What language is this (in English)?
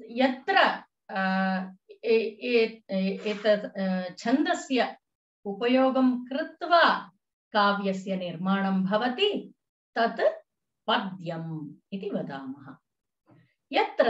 Sanskrit